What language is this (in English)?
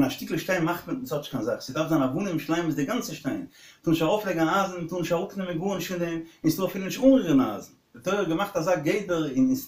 Yiddish